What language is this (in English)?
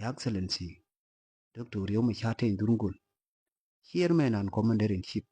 Nuer